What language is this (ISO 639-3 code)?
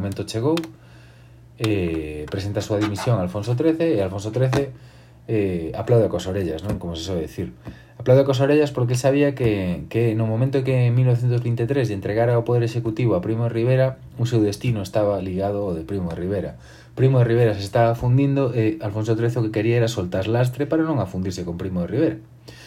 glg